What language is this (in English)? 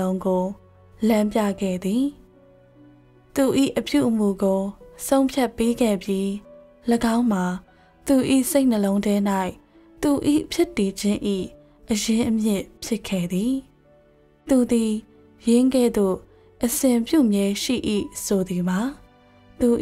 Burmese